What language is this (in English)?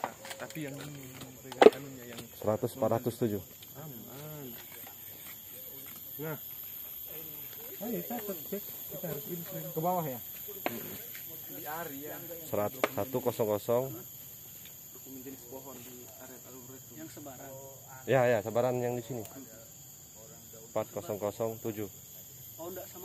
Indonesian